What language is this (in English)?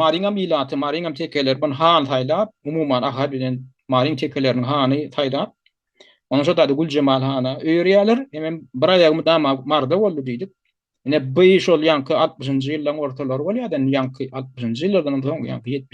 Turkmen